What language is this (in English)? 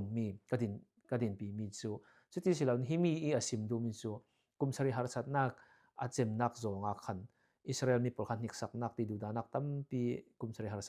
Falam Chin